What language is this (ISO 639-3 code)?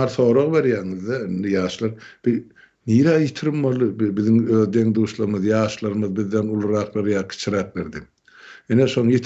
tuk